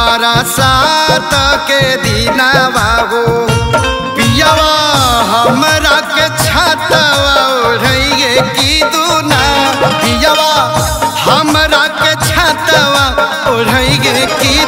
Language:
Bhojpuri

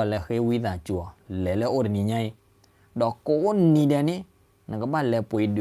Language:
S'gaw Karen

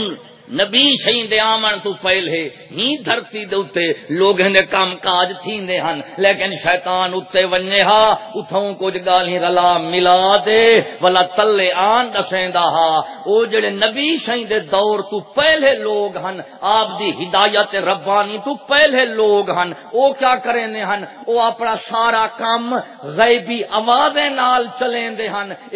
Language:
Saraiki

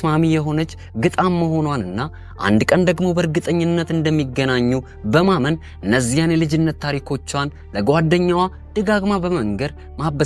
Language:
Amharic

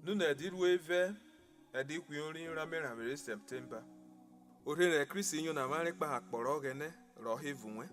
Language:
Urhobo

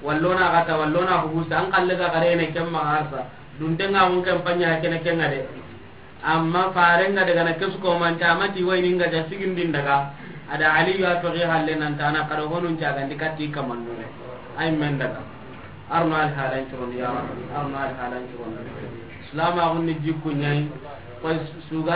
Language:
Soninke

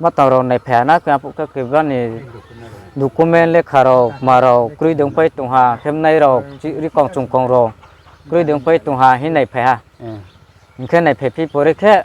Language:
Riang (India)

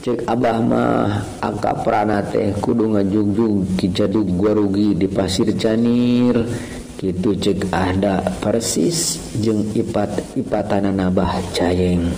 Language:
Sundanese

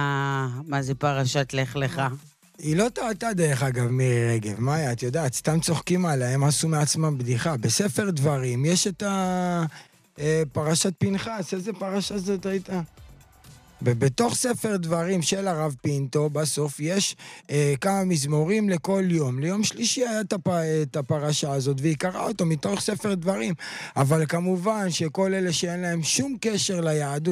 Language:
Hebrew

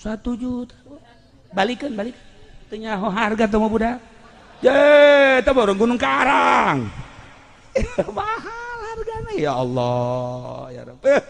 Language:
Sundanese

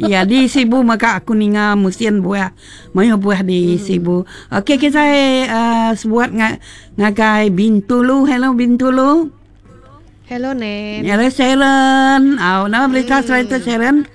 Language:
Iban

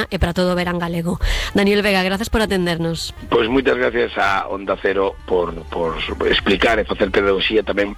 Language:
Galician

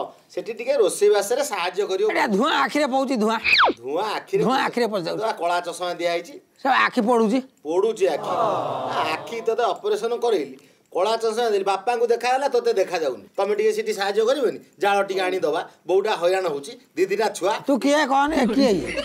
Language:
Odia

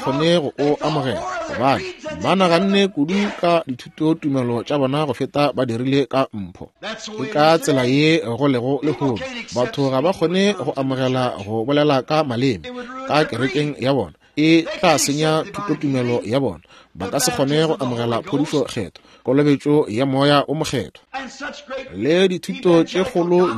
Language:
Northern Sotho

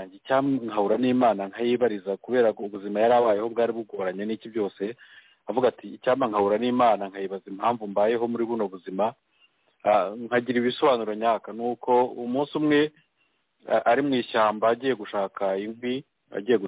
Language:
Kinyarwanda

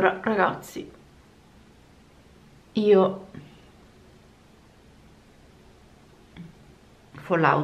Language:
Italian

